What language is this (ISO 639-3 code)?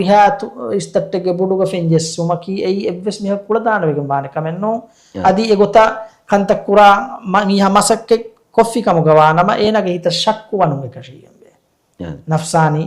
div